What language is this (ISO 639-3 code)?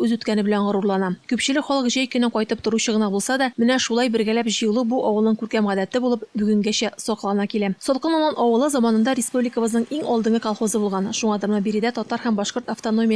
tat